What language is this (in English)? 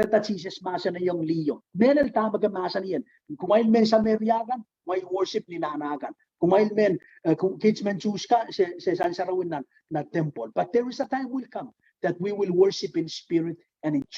Pohnpeian